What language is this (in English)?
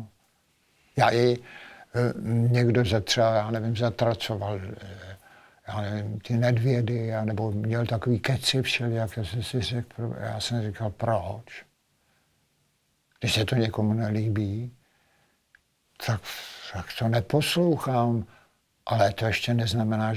Czech